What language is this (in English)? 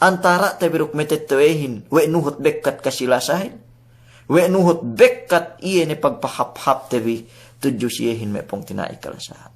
Yakan